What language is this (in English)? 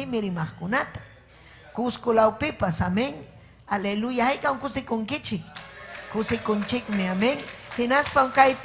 Ayacucho Quechua